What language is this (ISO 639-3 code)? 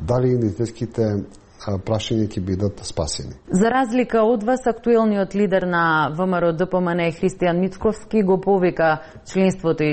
mkd